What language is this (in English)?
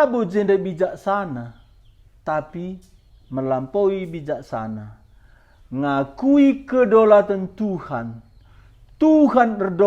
Batak Karo